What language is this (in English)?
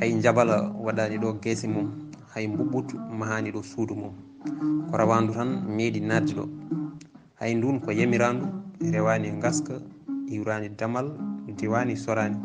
Fula